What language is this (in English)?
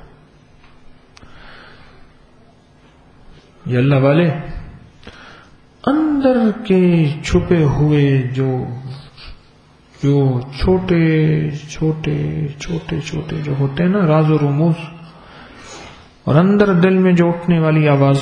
Urdu